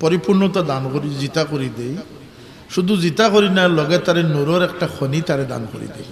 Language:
Sylheti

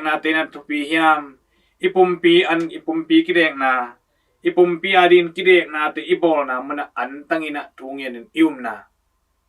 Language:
Tedim Chin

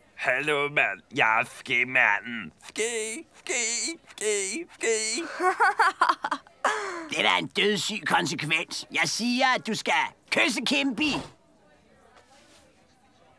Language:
Danish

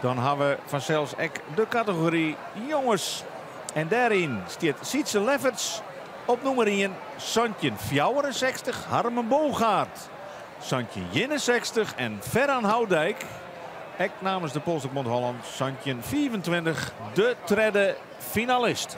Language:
Western Frisian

